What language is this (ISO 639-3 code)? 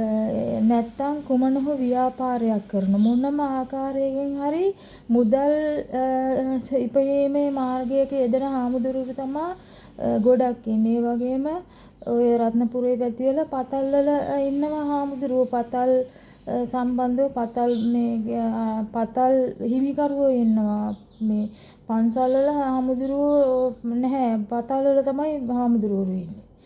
sin